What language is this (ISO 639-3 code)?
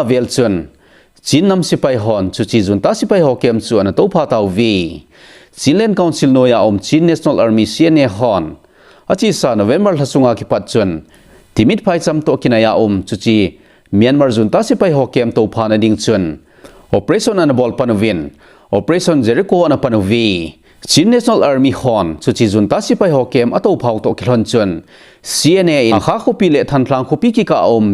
tcz